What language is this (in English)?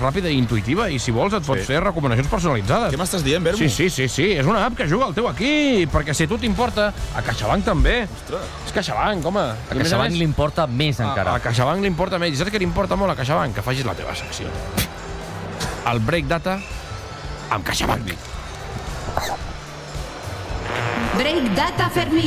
Catalan